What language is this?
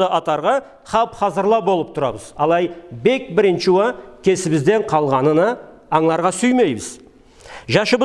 Karachay-Balkar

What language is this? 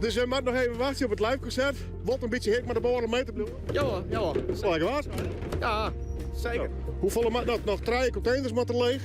Western Frisian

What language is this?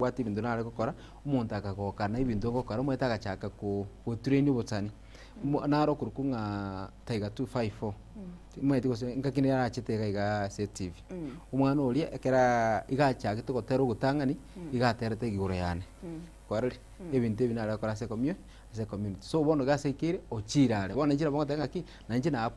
Gusii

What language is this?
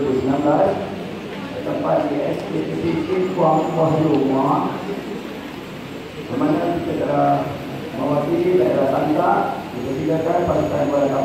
Malay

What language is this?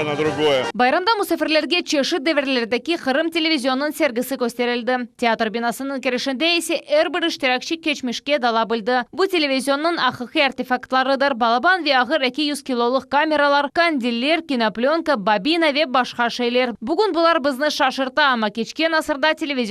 Crimean Tatar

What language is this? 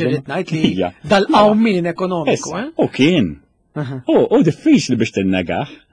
Maltese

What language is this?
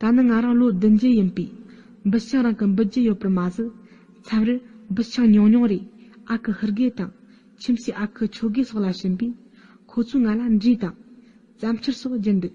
Tibetan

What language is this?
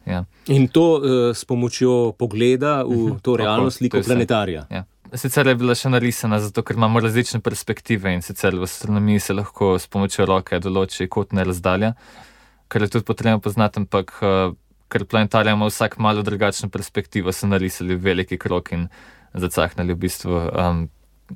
Slovenian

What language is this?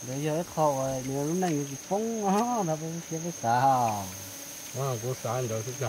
Hmong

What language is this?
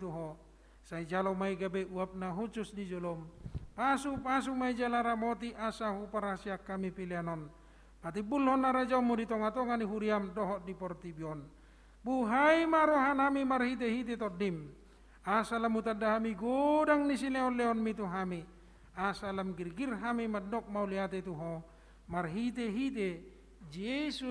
Batak Toba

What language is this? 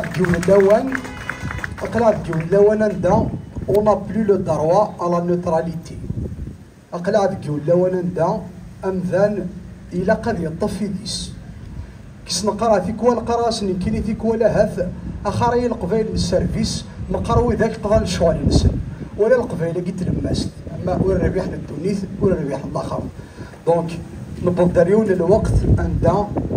Kabyle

